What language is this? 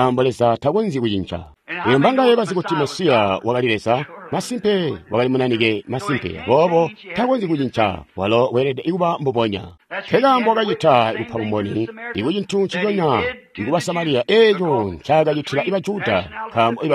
Tonga (Zambia)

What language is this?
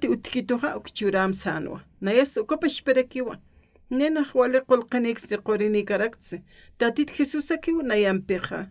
Aymara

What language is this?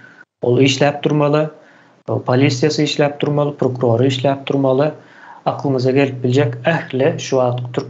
Turkmen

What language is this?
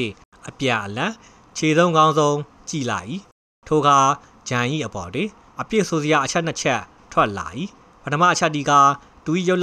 Burmese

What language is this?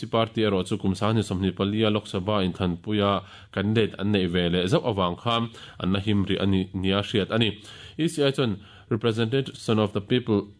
Mizo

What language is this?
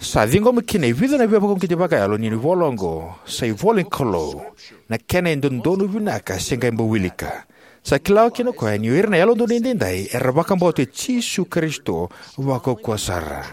Fijian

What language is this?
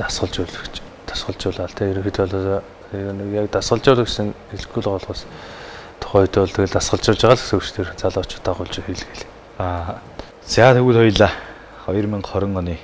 Mongolian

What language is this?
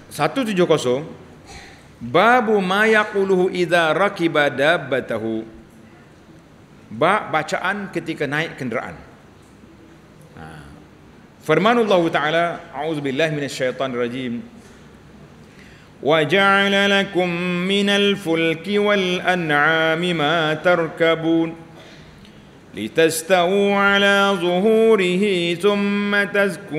Malay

